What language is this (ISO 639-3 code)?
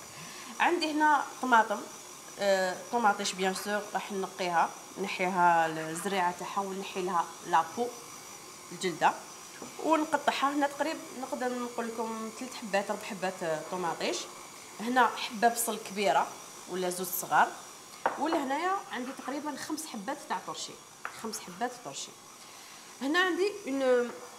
arq